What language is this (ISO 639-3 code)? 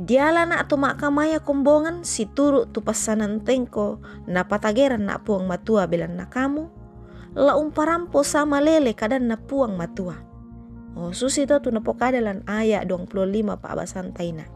sda